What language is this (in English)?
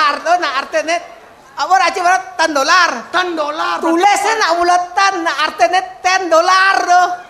Balinese